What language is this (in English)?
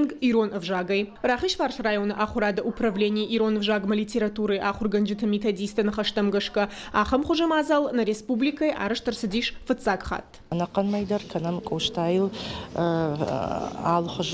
Ossetic